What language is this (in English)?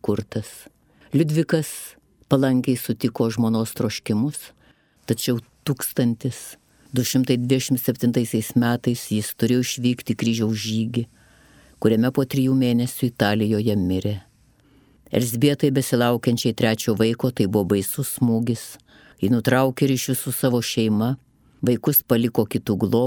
Lithuanian